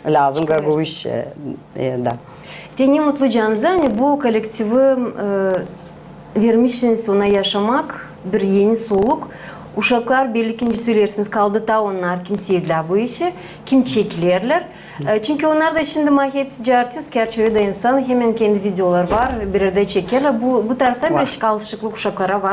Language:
Gagauz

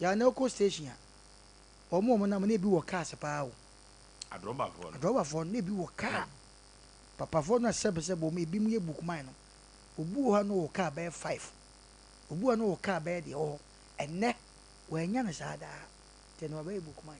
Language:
Akan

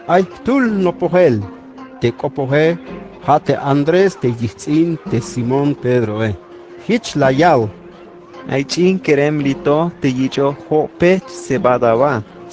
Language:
Tzeltal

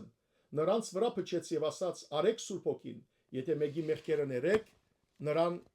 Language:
Western Armenian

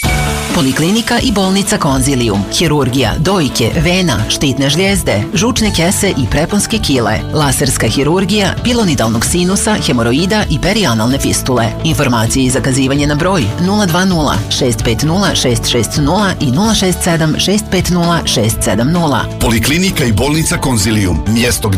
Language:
Serbian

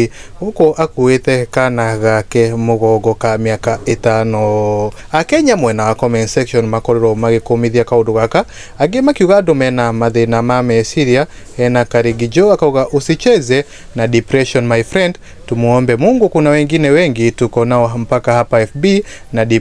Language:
Kikuyu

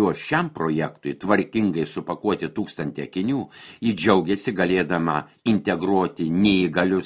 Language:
Lithuanian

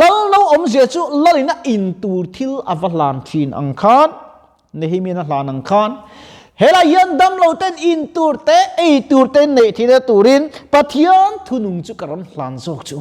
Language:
Mizo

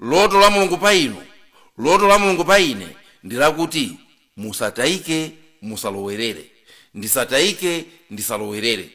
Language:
Nyanja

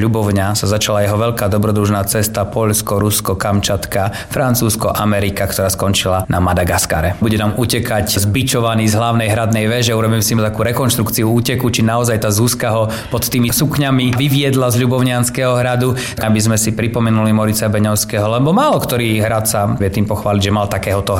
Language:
Slovak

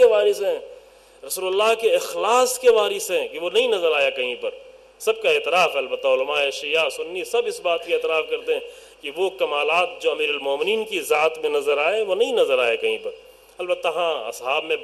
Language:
Urdu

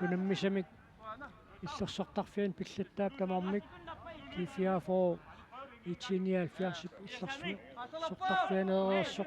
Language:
Kalaallisut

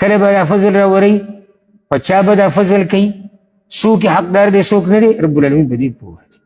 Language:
Pashto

